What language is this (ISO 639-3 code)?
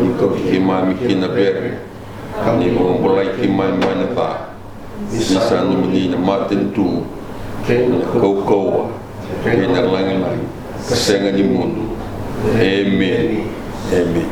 fij